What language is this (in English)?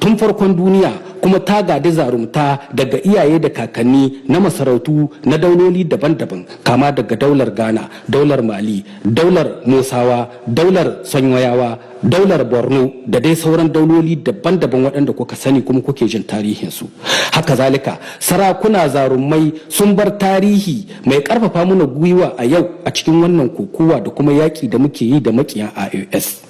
Hausa